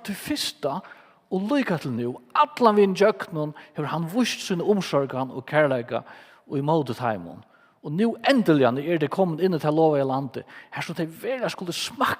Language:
Faroese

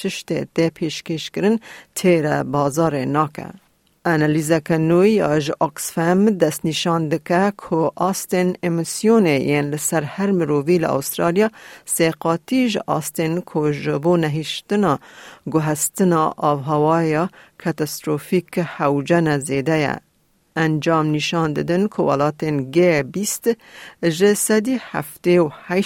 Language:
Kurdish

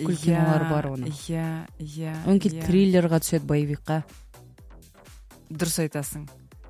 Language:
Kazakh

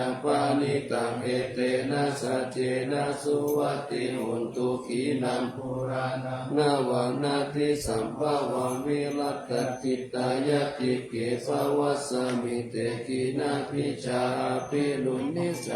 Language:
Pali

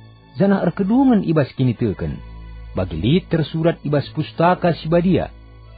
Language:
Batak Karo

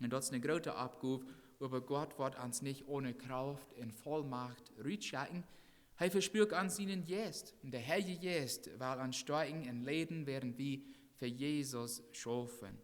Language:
Plautdietsch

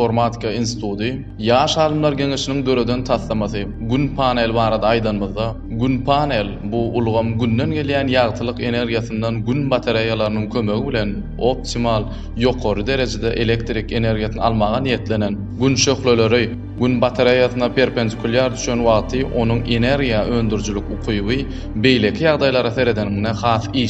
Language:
Turkmen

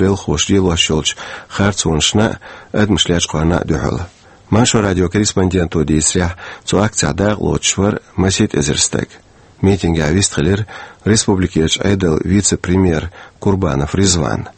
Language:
Chechen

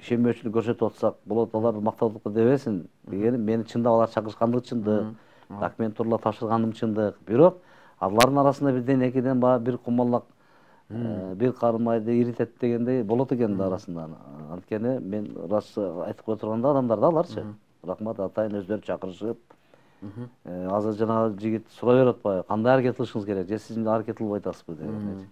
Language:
Kyrgyz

